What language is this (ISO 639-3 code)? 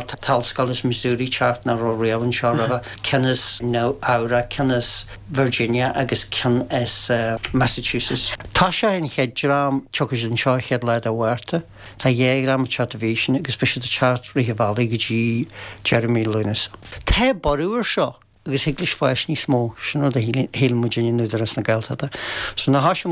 gle